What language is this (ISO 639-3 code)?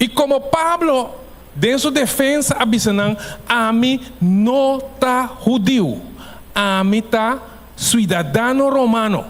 pap